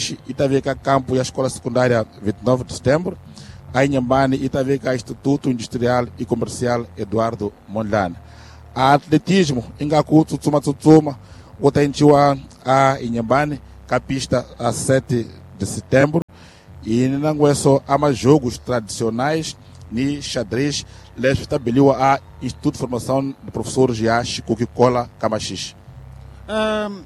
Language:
Tsonga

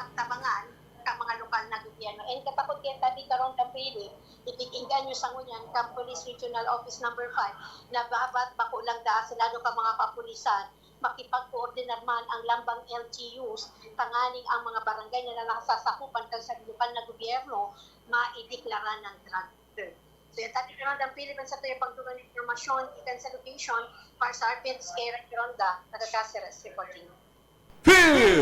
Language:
Bikol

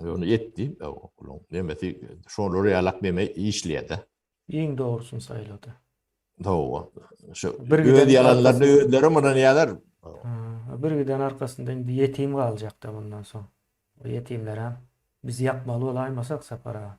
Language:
Turkmen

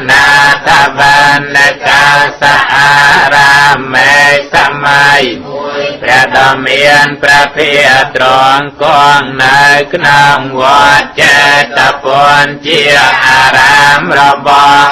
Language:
Khmer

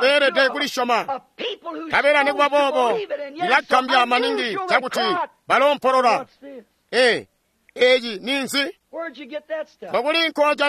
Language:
Tonga (Zambia)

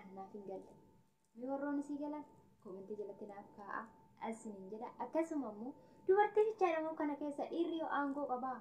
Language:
Oromo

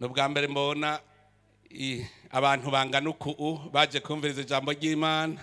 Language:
Rundi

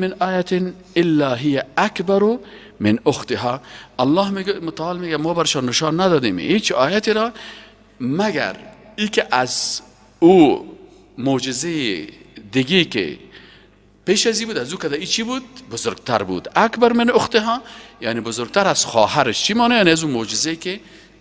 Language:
Persian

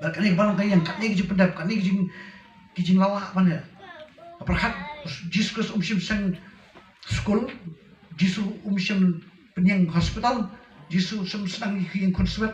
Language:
Khasi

